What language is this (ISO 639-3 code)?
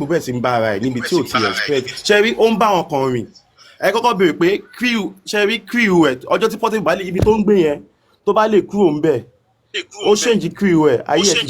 yor